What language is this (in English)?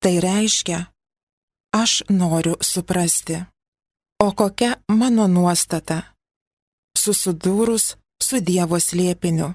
Lithuanian